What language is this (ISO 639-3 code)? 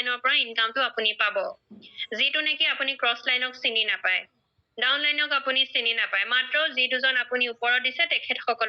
asm